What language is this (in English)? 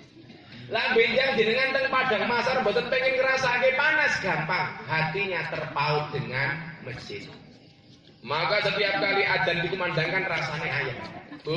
Javanese